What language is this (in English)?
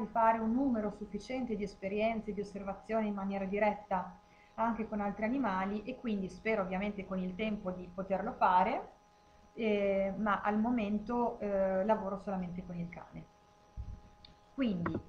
Italian